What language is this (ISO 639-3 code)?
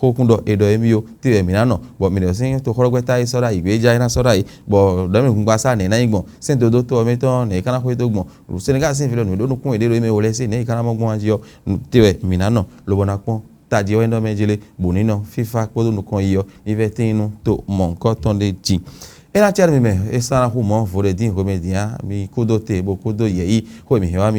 fon